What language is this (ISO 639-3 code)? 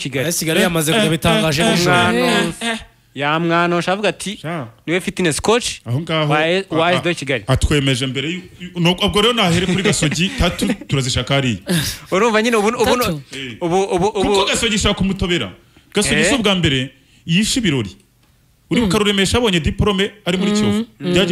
kin